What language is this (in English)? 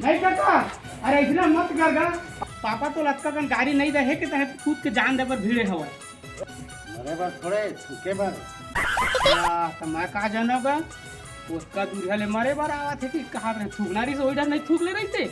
Chhattisgarhi